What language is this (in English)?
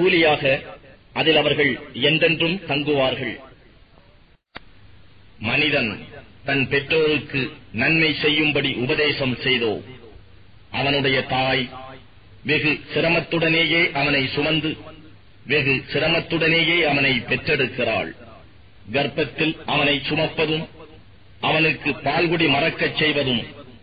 Tamil